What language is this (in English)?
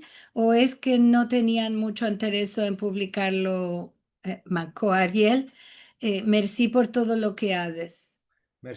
Ladino